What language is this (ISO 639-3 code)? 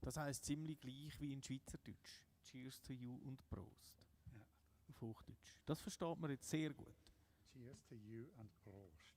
gsw